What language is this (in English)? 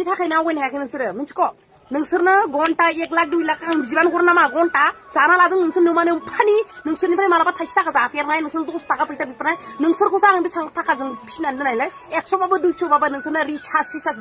Bodo